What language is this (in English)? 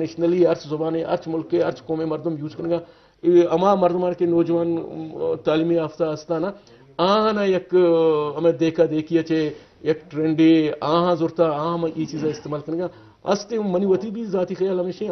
Eastern Balochi